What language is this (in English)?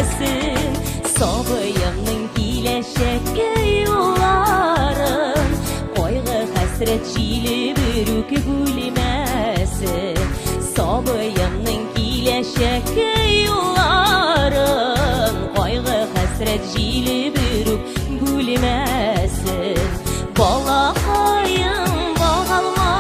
Bashkir